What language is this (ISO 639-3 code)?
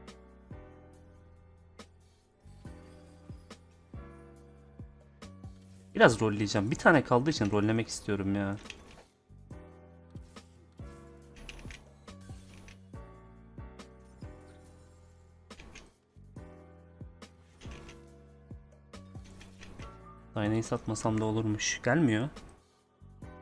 tur